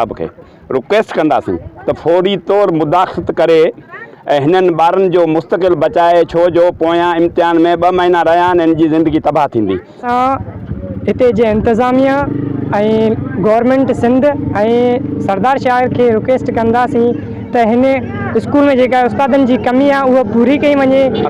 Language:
Sindhi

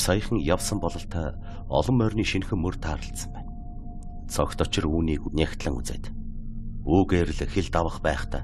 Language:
Mongolian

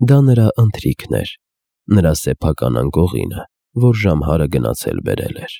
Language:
Armenian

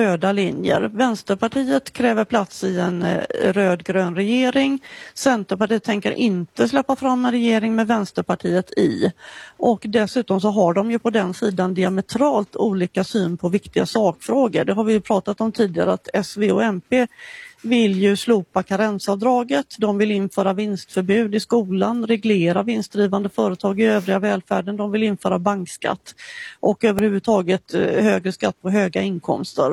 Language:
Swedish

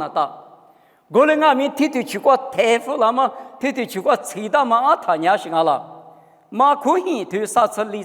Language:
Lisu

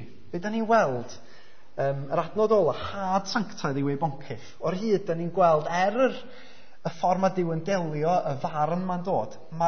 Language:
Welsh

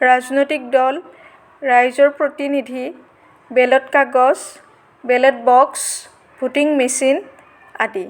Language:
Assamese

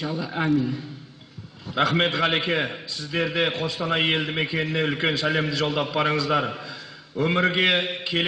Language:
Kazakh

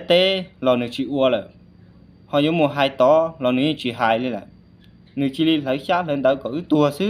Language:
Hmong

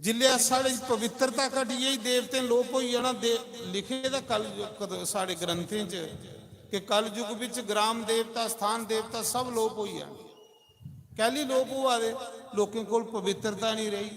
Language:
Dogri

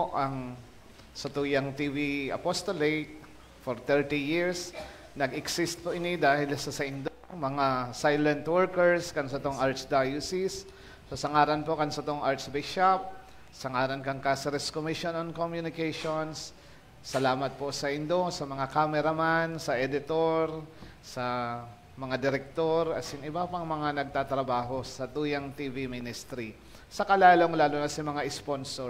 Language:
Bikol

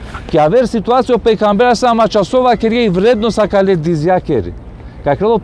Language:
Balkan Romani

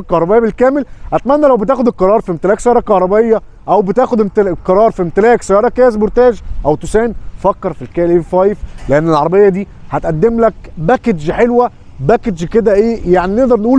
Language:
Egyptian Arabic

